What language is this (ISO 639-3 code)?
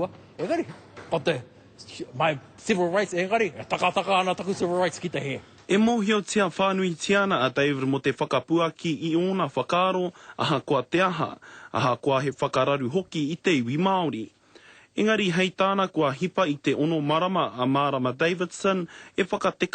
mri